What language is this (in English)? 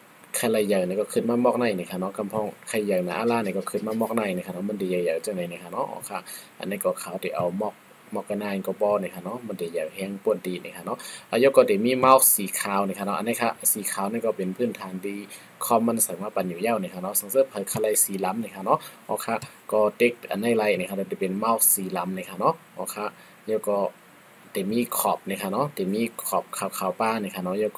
Shan